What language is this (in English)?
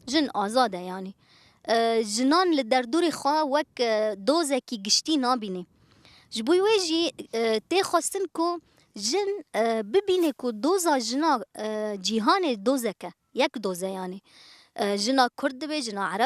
Kurdish